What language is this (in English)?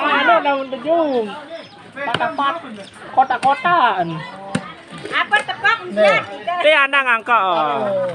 Sasak